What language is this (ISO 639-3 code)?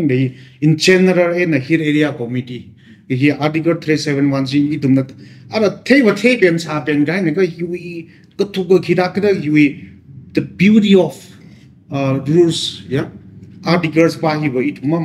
nmf